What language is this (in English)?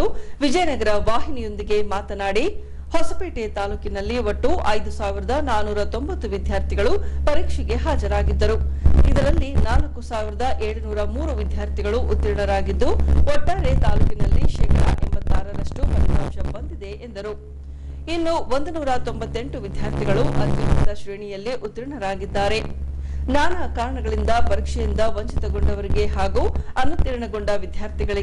Kannada